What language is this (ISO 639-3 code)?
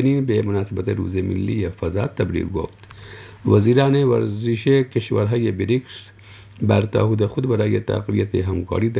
fas